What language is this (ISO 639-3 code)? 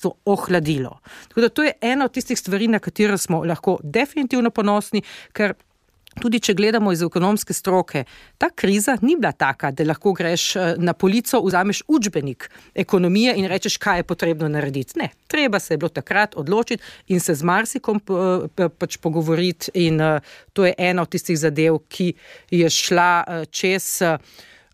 slv